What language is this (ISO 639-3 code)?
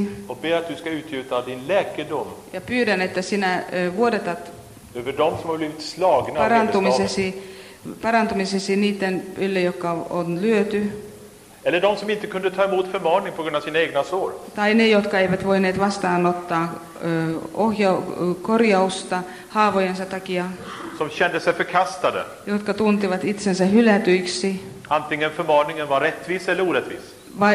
swe